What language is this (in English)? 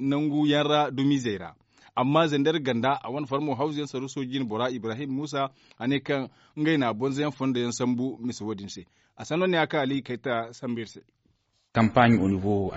Zarma